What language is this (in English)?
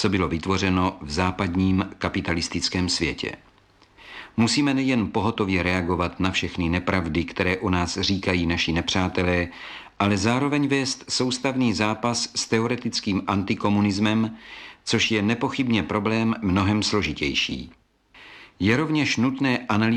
Czech